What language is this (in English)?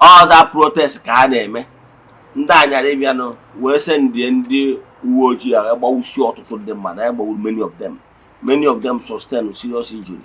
Igbo